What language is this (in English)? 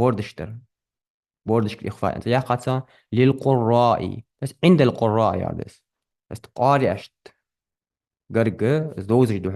Ingush